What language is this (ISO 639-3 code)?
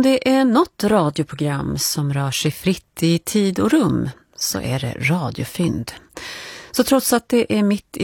swe